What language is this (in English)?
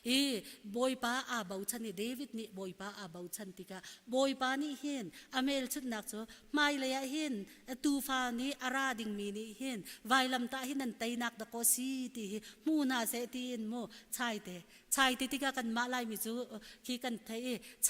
Hakha Chin